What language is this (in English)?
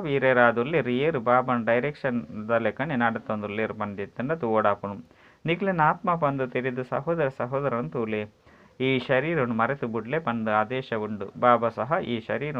Tulu